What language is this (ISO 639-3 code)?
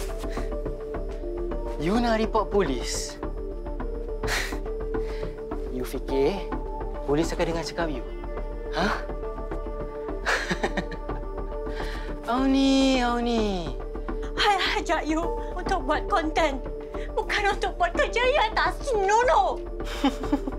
msa